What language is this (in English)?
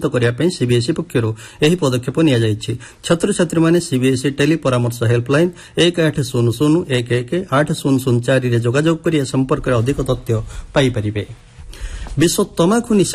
Odia